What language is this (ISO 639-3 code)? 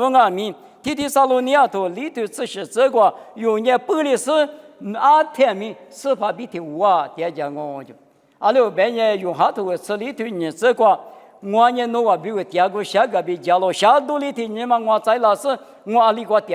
lis